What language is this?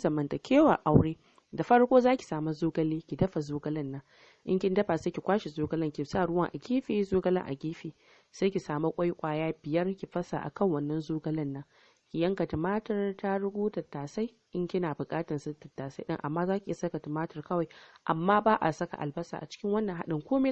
Hausa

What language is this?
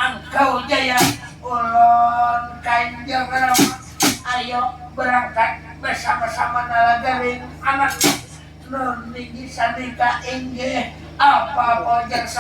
Banjar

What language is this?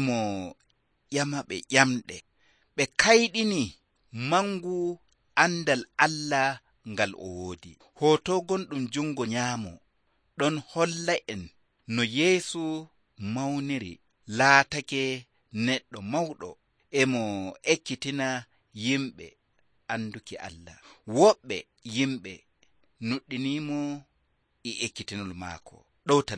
Nigerian Fulfulde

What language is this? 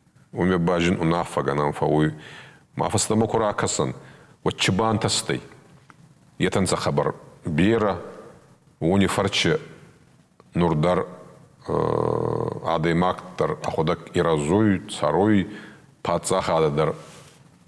Ossetic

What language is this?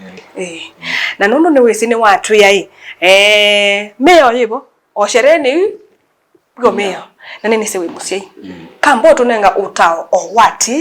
Kamba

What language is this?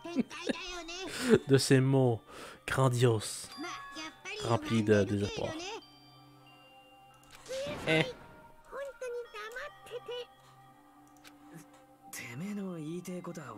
French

